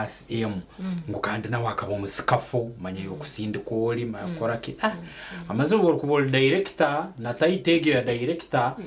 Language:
Nyankole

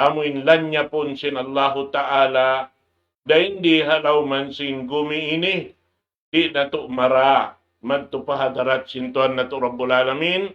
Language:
Tausug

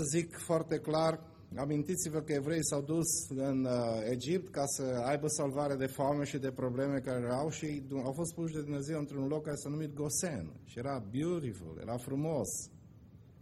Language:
Romanian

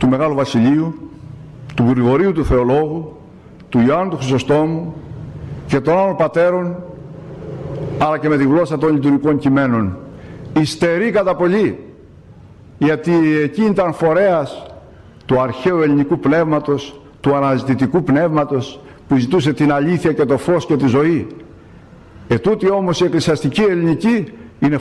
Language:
Greek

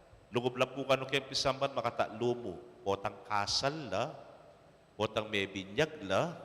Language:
Pampanga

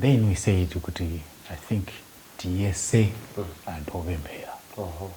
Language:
Nyanja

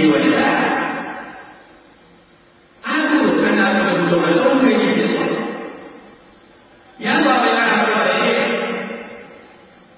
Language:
Burmese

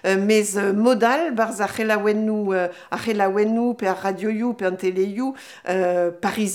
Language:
Breton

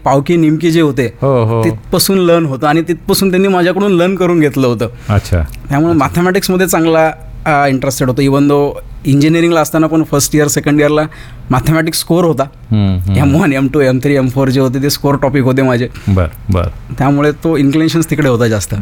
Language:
Marathi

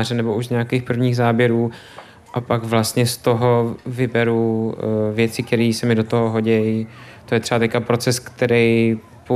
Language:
Czech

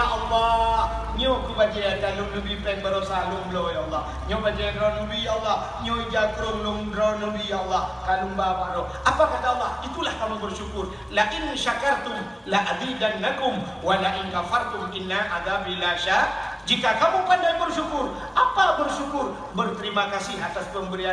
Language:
Achinese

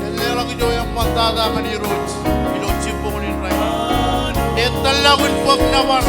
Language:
Marshallese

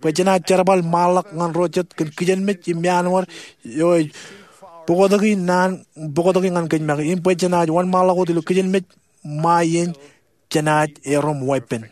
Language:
Marshallese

